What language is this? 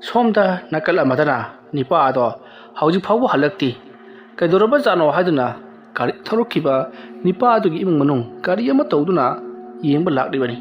Manipuri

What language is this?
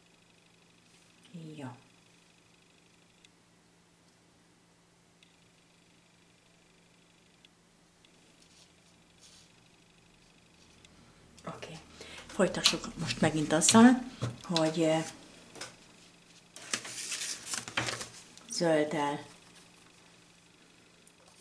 Hungarian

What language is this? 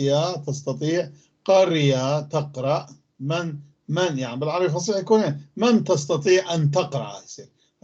North Levantine Arabic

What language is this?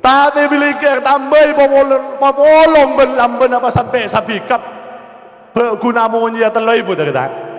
Madurese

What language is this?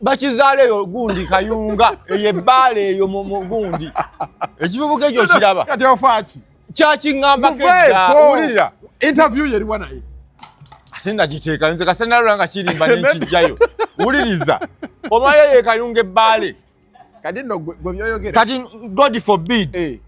Ganda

